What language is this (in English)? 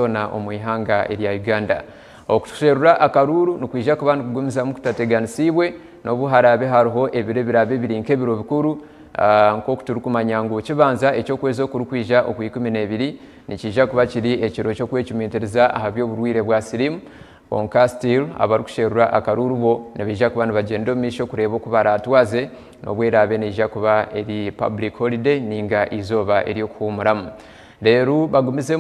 Nyankole